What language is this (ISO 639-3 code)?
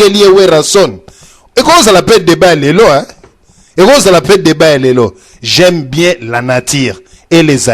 lin